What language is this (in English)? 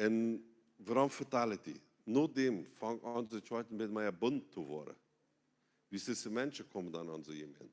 Plautdietsch